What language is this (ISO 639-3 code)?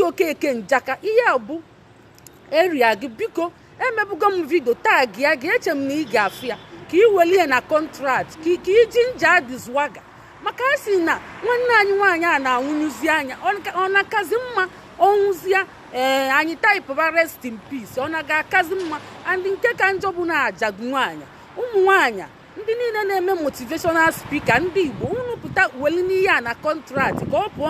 ibo